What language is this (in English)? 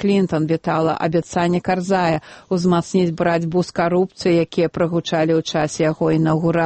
Belarusian